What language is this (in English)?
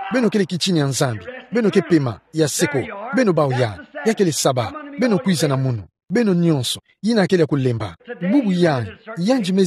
Kituba (Democratic Republic of Congo)